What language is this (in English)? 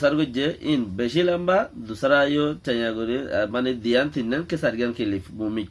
Rohingya